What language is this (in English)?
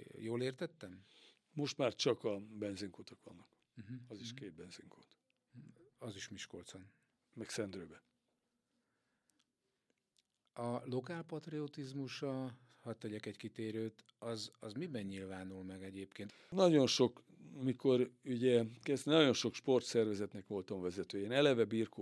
Hungarian